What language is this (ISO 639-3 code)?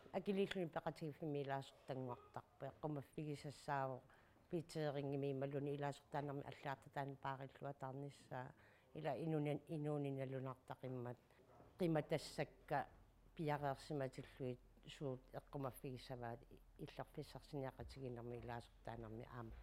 kal